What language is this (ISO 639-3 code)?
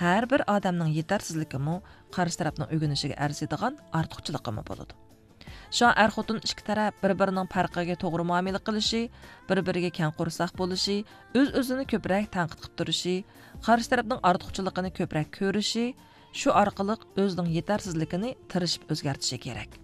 uig